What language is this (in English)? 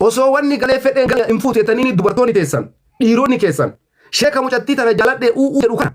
Oromo